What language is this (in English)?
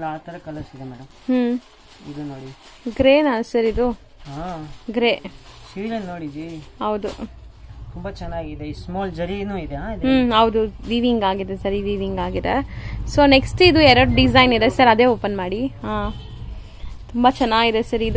Kannada